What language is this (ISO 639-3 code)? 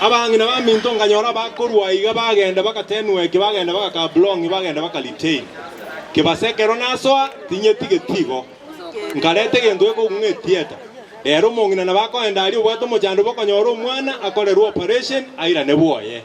guz